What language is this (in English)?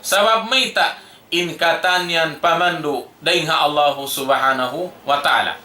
Tausug